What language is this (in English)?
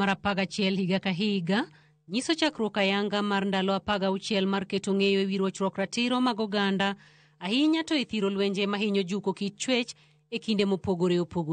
Luo (Kenya and Tanzania)